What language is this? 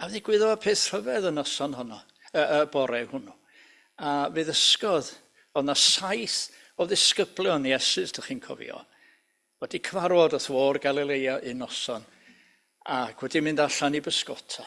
Welsh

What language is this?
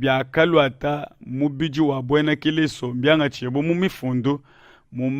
Luba-Lulua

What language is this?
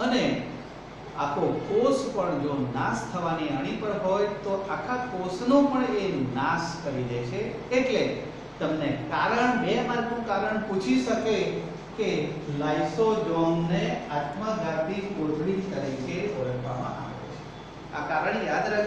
Gujarati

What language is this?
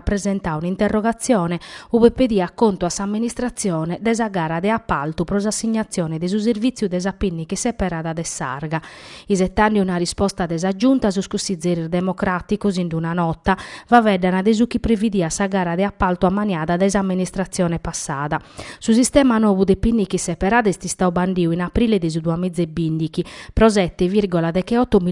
Sardinian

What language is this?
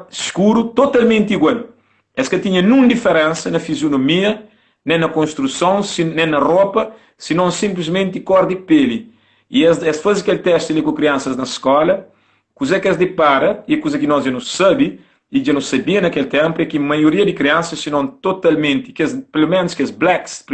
Kabuverdianu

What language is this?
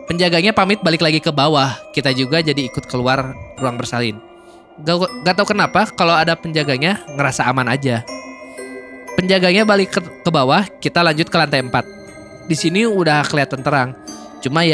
Indonesian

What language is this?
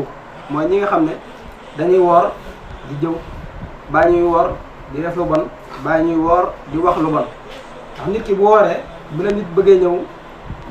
Wolof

